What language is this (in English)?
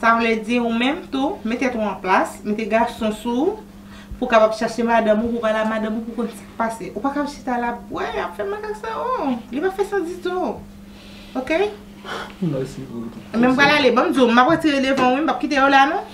Haitian Creole